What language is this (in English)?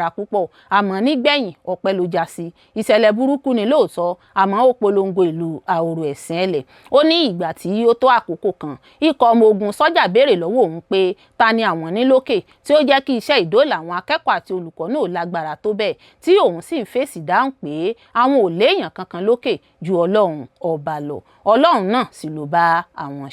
Yoruba